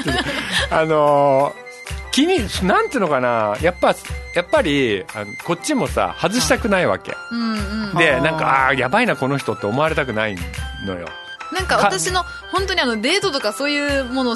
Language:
Japanese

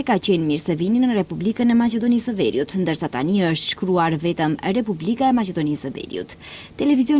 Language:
Albanian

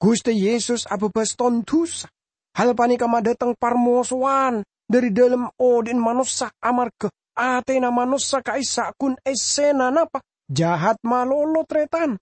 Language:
Madurese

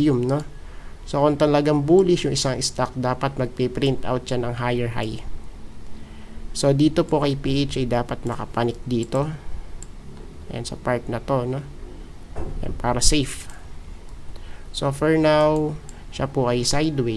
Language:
Filipino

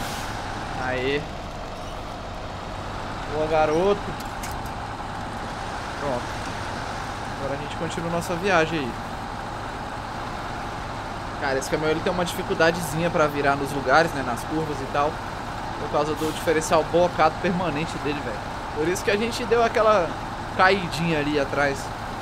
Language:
Portuguese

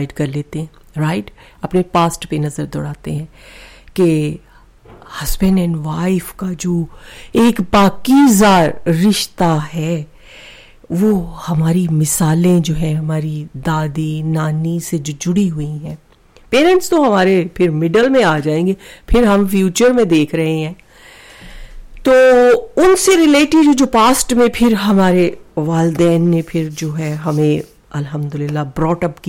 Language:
Urdu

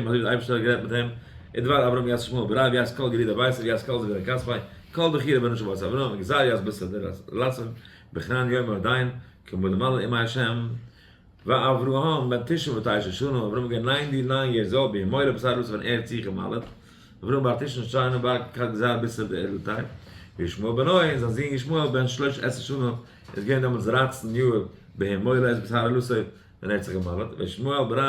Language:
Yiddish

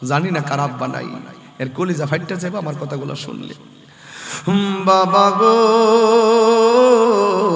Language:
Bangla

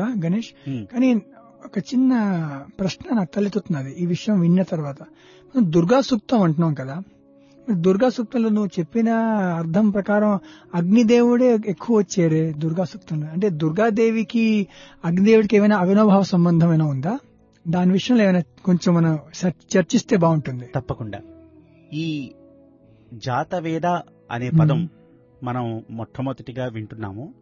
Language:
Telugu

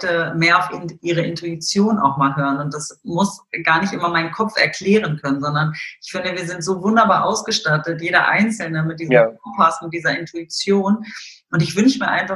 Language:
German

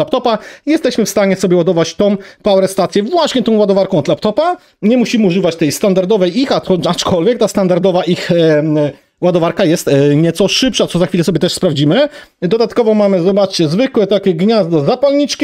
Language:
Polish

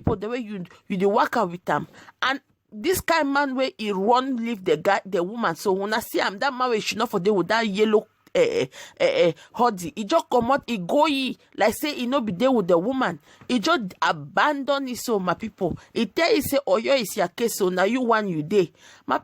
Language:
Nigerian Pidgin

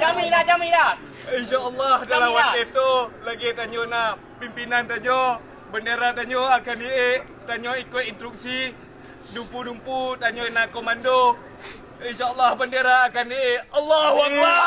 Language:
Achinese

